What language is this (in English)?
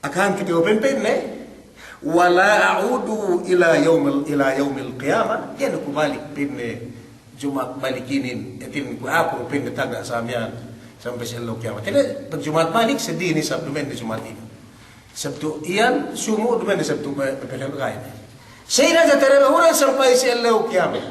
Yakan